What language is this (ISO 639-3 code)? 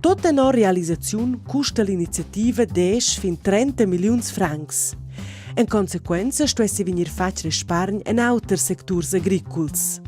roh